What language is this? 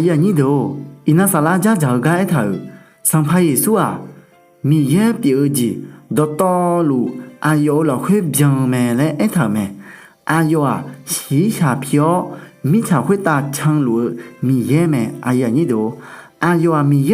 Akha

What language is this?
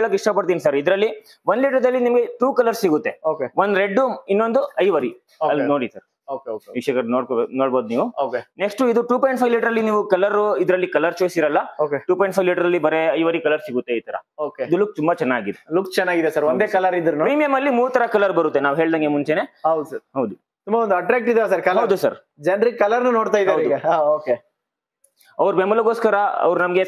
Kannada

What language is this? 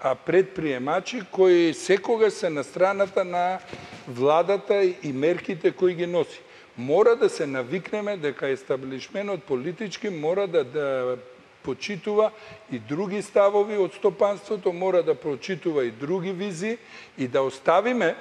Macedonian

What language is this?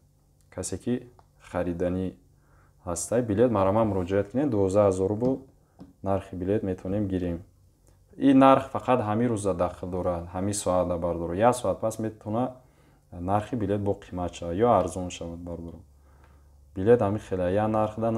Tajik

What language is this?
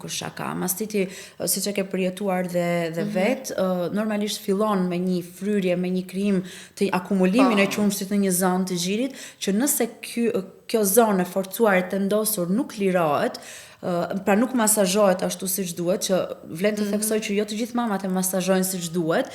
Albanian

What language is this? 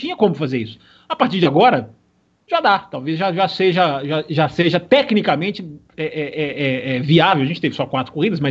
Portuguese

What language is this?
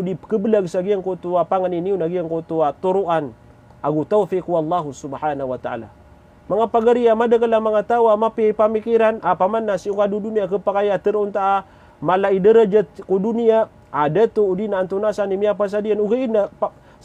Maranao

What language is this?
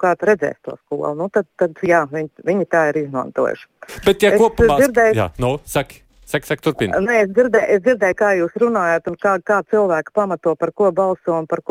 Latvian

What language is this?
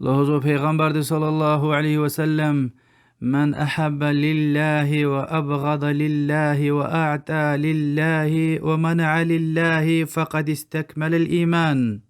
Lezghian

